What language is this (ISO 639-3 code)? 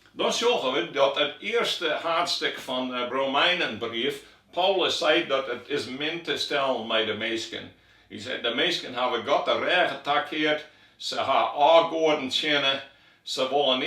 fry